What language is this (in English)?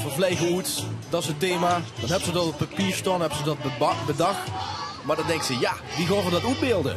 Limburgish